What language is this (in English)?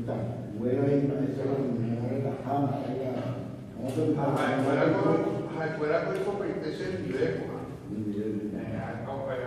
Guarani